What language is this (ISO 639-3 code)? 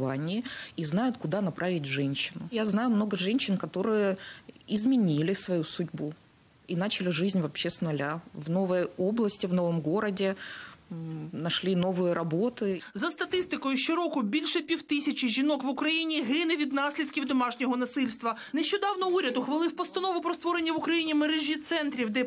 ukr